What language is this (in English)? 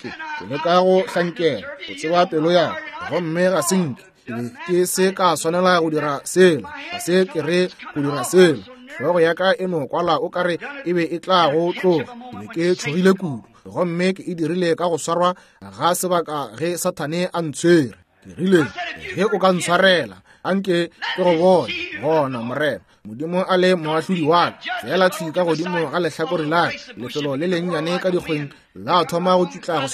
Northern Sotho